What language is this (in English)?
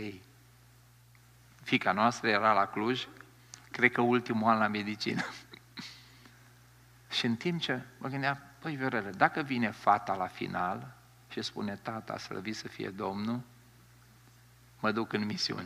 Romanian